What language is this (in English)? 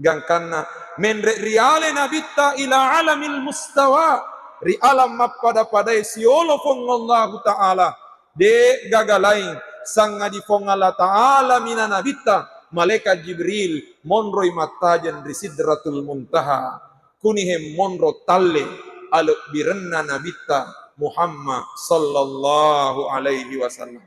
Buginese